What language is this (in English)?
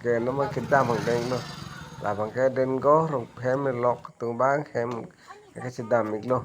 Karbi